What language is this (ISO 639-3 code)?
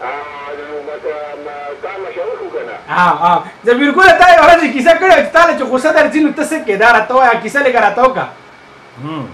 pus